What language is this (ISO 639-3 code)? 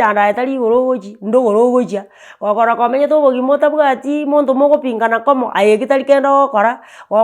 guz